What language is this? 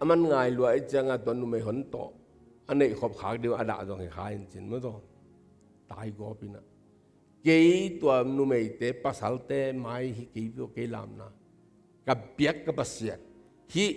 Tedim Chin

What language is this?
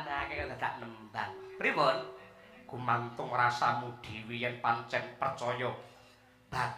Javanese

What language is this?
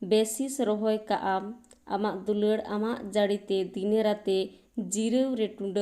Santali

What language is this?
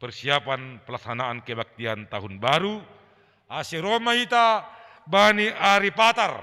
Batak Simalungun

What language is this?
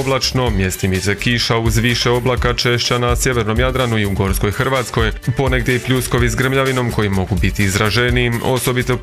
Croatian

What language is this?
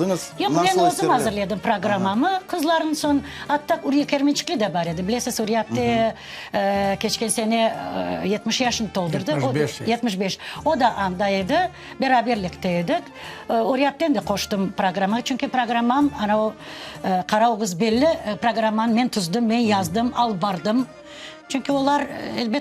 Crimean Tatar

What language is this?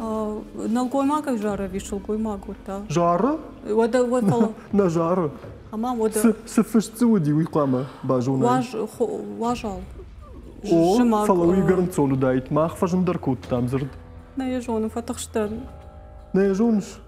Ossetic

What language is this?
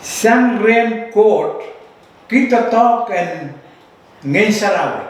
Pohnpeian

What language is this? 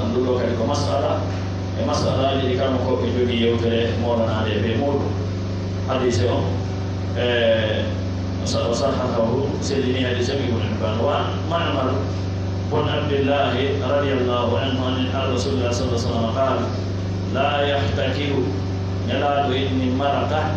Fula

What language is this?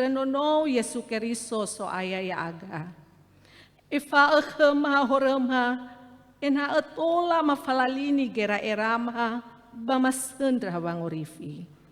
Nias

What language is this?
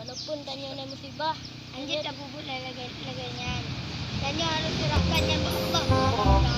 Achinese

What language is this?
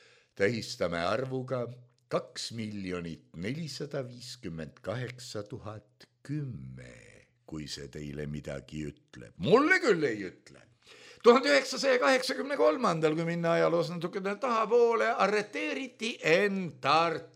Estonian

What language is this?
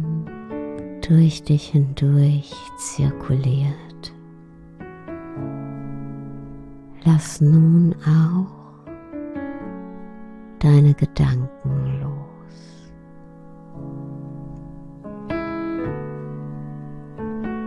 German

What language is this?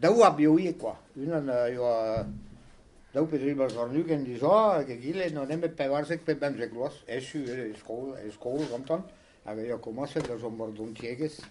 Breton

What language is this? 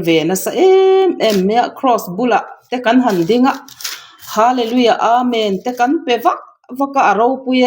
Mizo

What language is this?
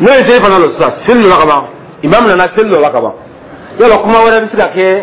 Dyula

